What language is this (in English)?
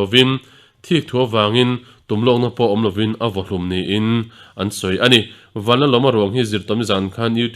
Mizo